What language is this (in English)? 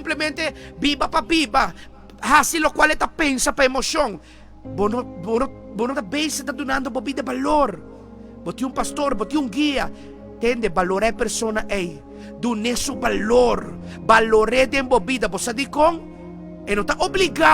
Papiamento